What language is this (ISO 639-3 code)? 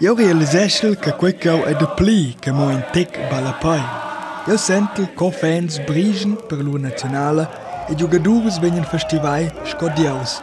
roh